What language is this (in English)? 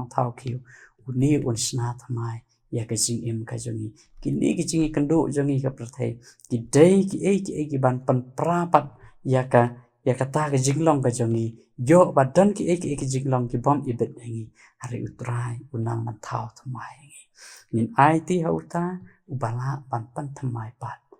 Khasi